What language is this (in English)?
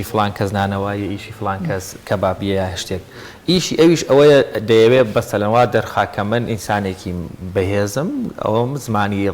Central Kurdish